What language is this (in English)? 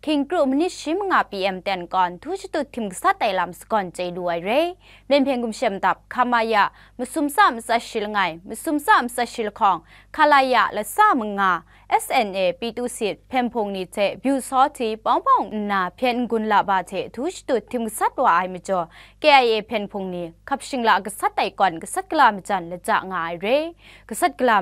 Kachin